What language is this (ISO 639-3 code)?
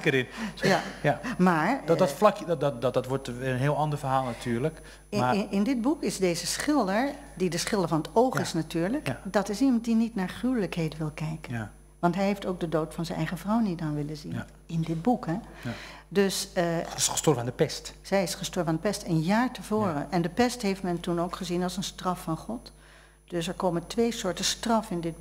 nld